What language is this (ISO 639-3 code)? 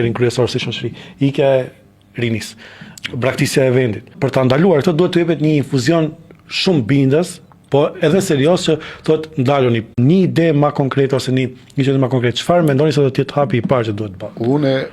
sqi